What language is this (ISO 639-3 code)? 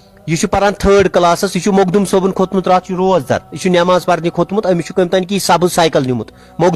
kas